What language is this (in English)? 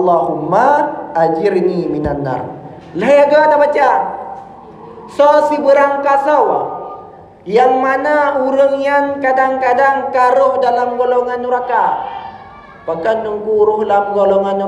Achinese